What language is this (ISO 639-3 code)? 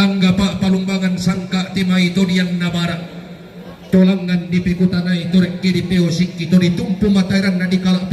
sda